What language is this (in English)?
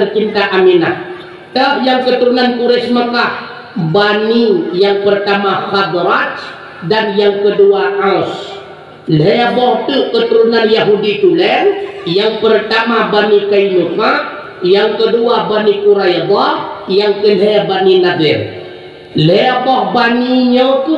Achinese